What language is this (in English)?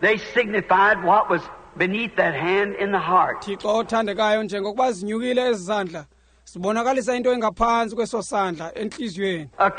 Xhosa